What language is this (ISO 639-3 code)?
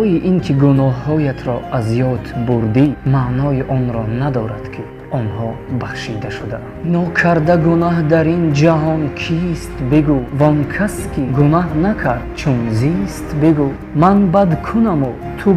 tgk